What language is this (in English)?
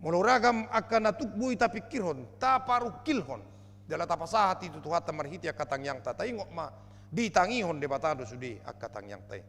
Batak Toba